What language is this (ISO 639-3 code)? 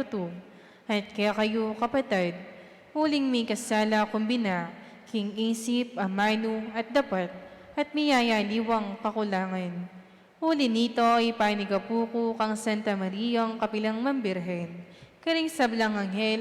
pam